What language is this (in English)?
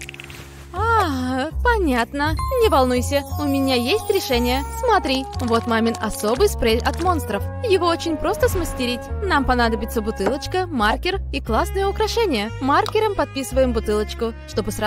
Russian